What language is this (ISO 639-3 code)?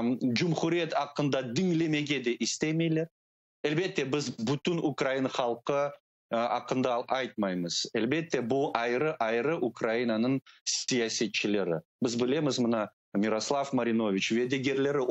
crh